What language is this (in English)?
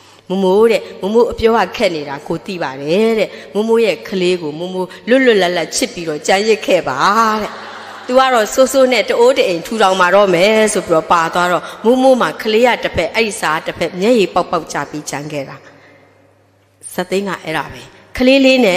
Burmese